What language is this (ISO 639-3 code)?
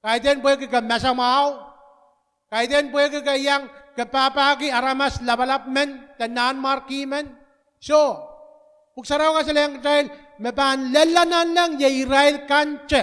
pon